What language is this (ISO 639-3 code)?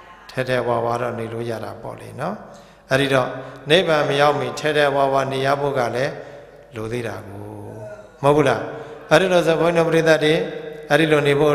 mya